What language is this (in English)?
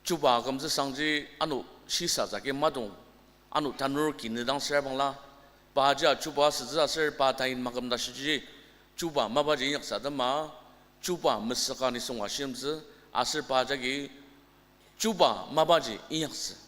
Ao Naga